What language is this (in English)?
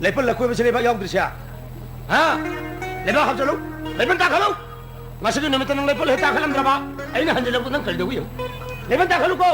Manipuri